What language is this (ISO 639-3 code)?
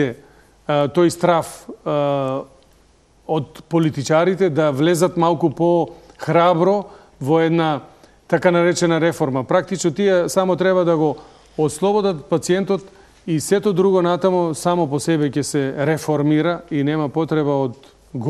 mkd